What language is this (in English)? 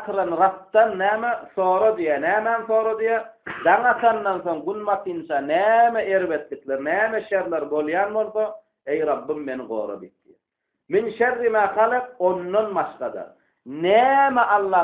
Turkmen